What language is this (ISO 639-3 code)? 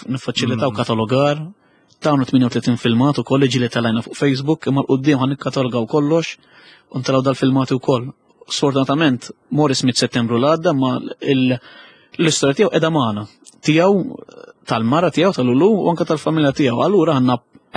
mlt